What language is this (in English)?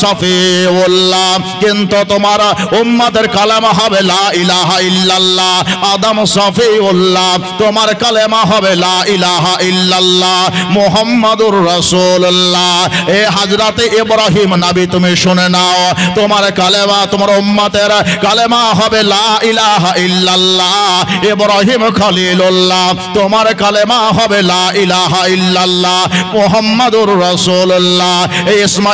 Bangla